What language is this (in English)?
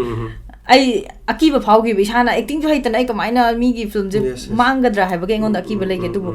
Manipuri